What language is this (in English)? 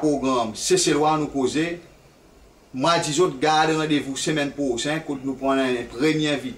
Seselwa Creole French